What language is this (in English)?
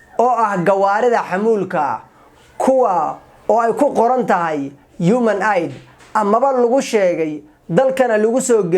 Somali